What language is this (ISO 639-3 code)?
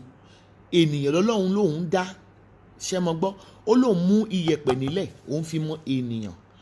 yor